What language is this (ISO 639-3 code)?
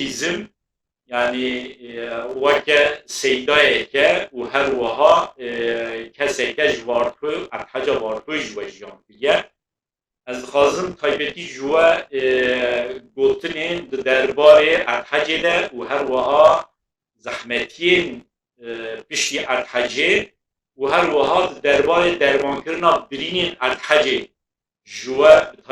kur